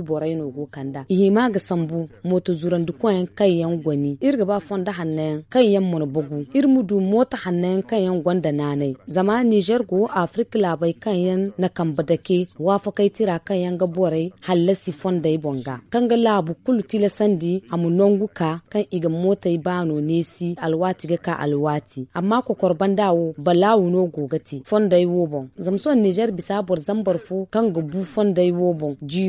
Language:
Zarma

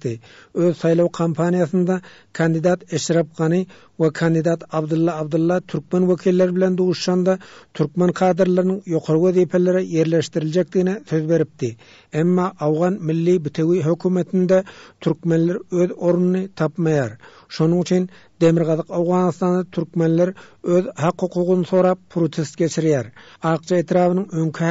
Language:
Turkmen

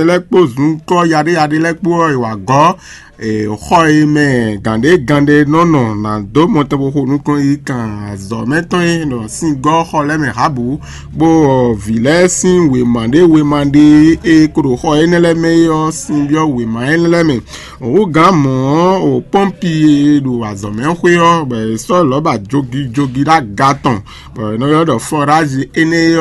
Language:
Fon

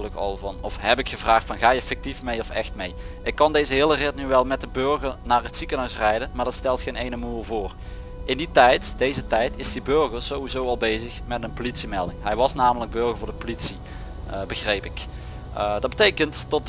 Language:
Dutch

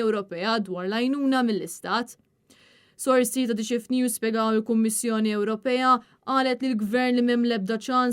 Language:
Maltese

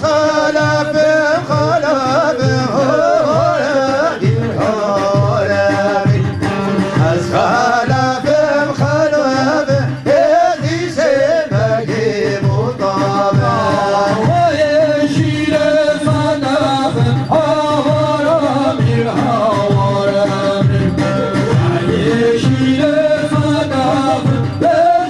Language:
Kurdish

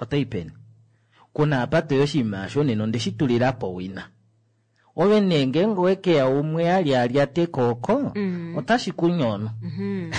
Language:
Kuanyama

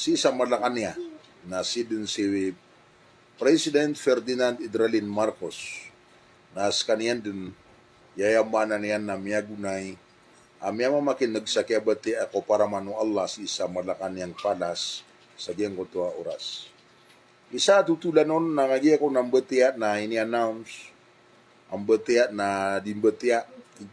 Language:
Maranao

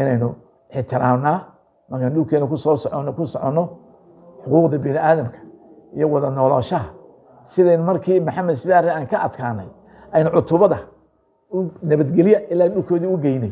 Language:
Somali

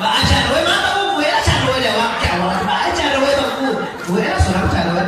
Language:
Minangkabau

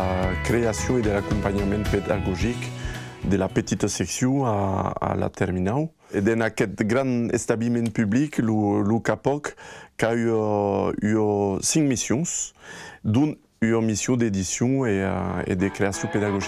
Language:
Occitan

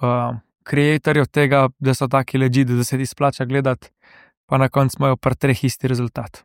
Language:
Slovenian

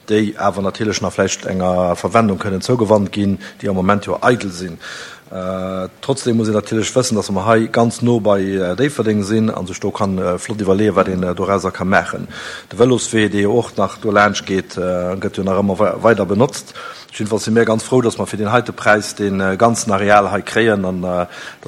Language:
Luxembourgish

